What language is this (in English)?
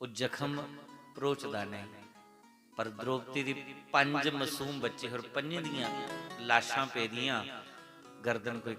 Dogri